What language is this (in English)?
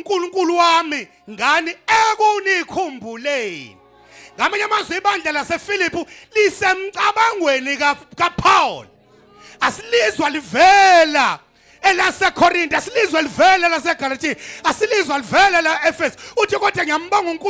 Zulu